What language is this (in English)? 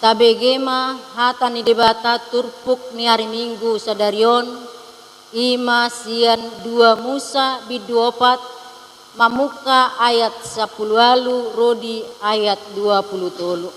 Batak Toba